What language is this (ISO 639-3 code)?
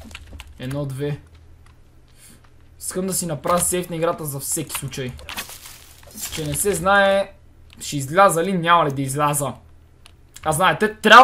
bul